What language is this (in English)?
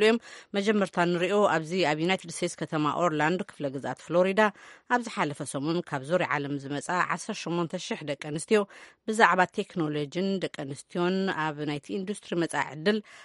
Tigrinya